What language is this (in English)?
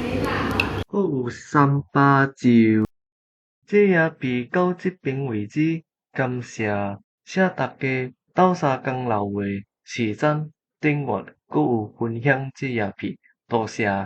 Min Nan Chinese